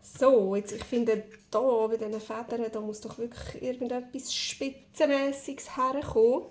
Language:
Swiss German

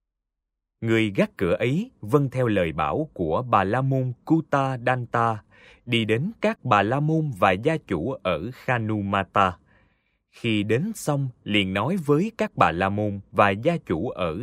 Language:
Vietnamese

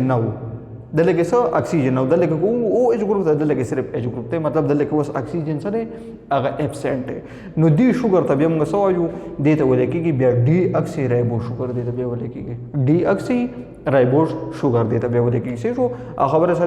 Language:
Pashto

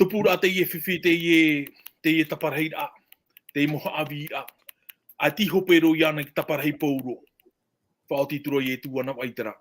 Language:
Tahitian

